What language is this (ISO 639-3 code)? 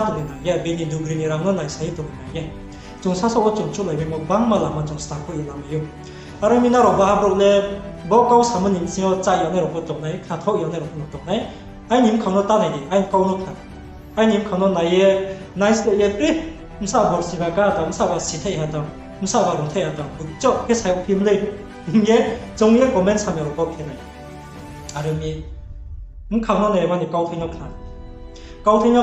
ria